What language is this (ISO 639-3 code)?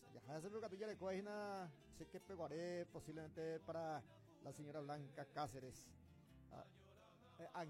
grn